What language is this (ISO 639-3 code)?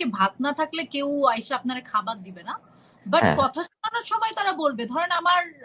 ben